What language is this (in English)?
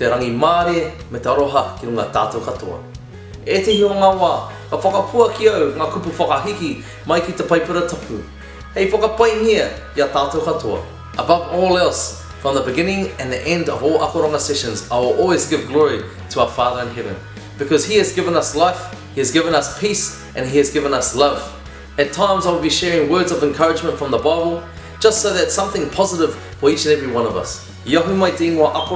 Māori